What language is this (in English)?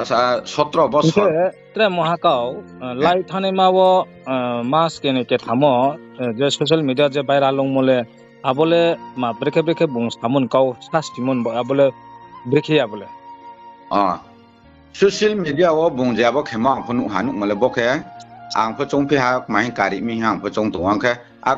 Riang (India)